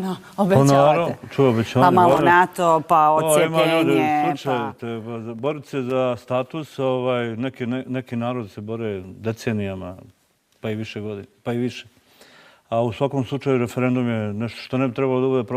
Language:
Bosnian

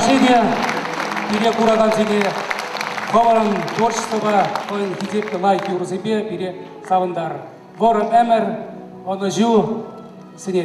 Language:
Chuvash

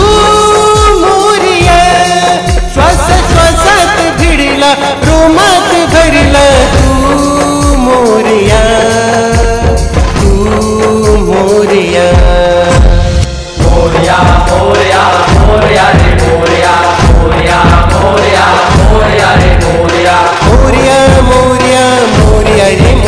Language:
Marathi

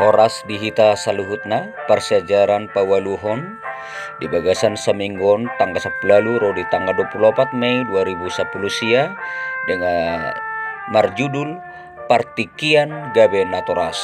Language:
Batak Toba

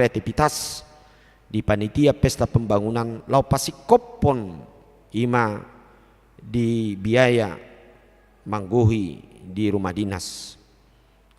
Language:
Batak Toba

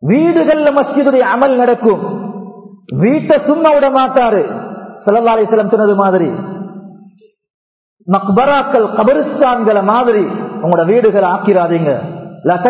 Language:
Tamil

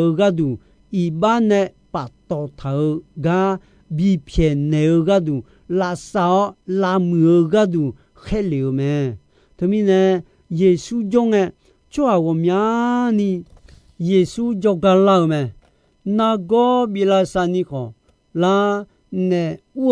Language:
Akha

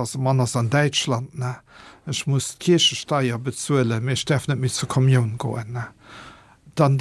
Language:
Luxembourgish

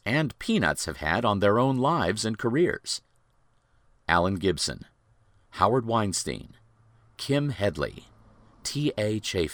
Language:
English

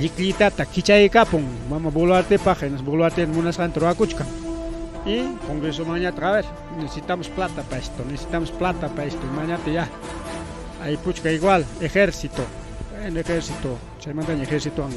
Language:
Ayacucho Quechua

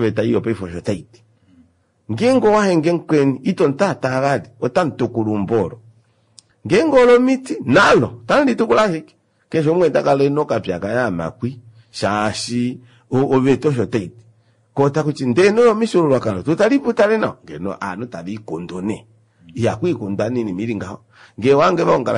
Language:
Kuanyama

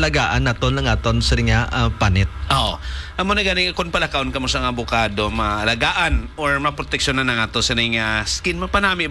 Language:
Hiligaynon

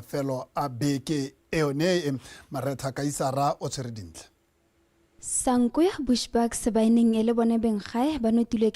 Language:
Tswana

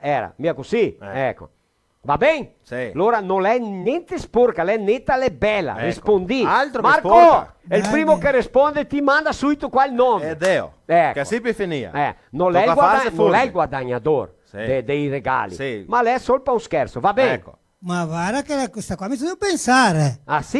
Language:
Venetian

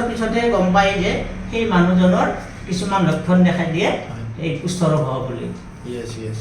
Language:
Assamese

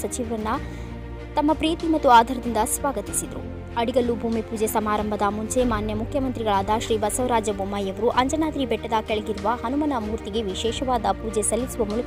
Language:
Kannada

